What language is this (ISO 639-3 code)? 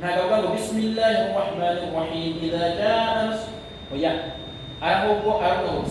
kin